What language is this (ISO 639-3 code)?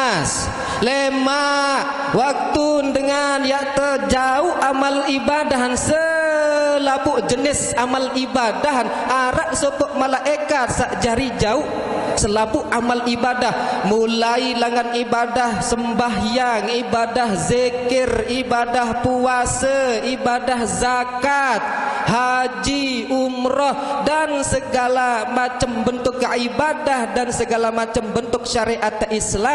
sas